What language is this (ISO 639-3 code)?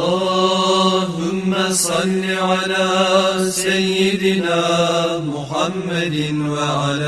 kum